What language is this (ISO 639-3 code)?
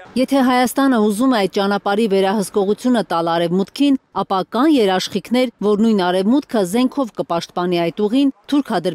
hye